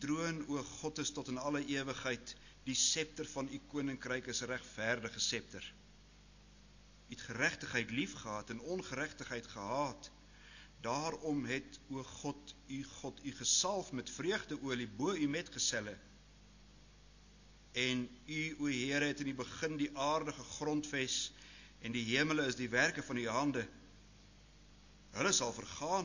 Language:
Afrikaans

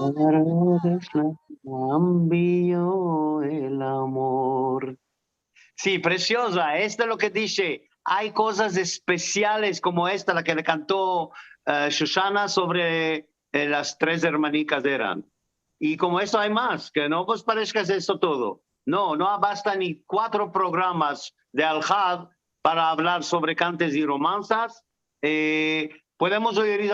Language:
Ladino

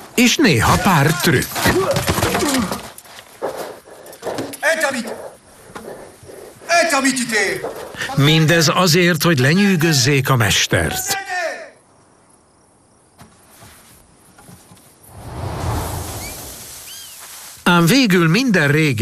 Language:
Hungarian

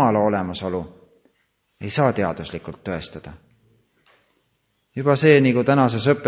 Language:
Estonian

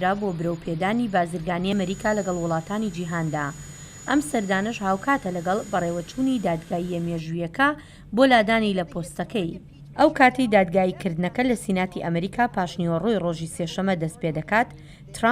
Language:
Central Kurdish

